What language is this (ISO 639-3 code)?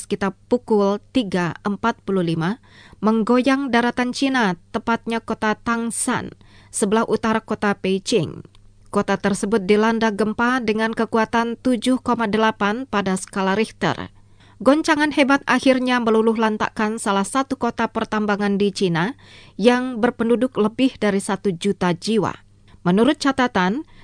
ind